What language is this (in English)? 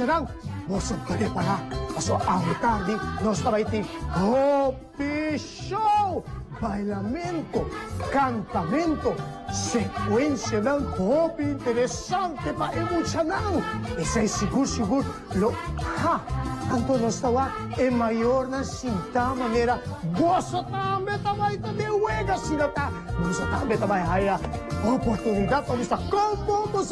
Papiamento